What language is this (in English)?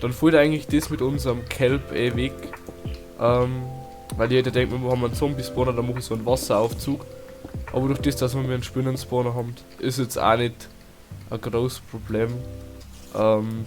Bavarian